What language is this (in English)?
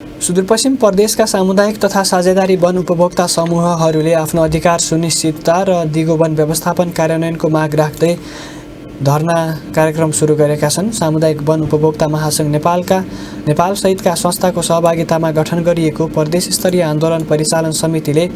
Nepali